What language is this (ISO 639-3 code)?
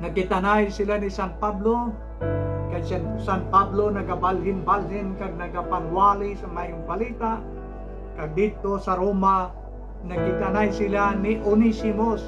hil